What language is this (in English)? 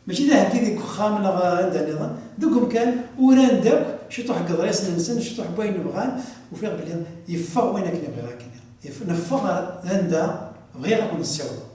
Kabyle